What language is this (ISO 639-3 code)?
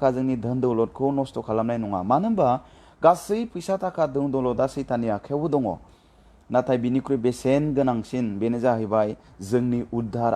brx